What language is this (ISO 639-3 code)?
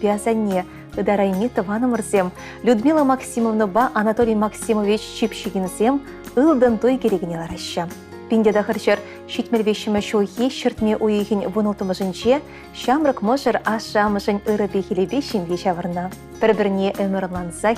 chv